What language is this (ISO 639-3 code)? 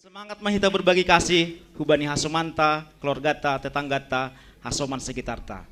bts